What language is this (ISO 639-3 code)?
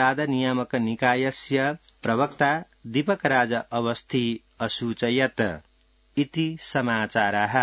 san